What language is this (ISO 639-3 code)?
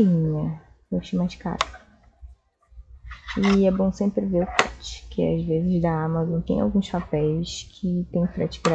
por